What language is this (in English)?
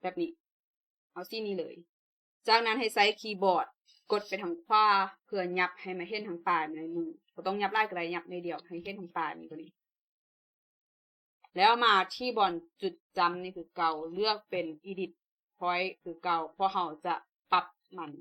Lao